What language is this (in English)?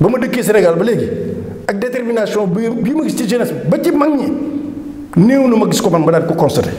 Wolof